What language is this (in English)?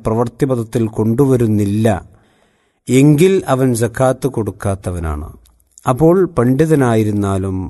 Malayalam